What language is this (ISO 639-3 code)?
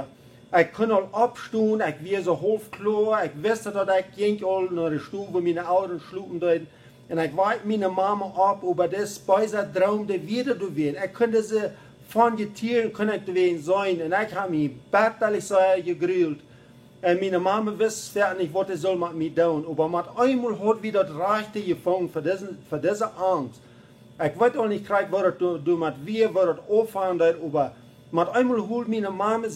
pdt